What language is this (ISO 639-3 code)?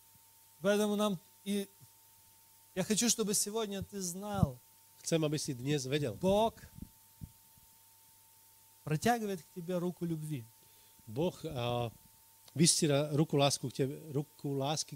rus